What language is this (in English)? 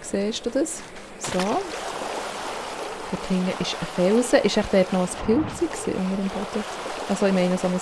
Swiss German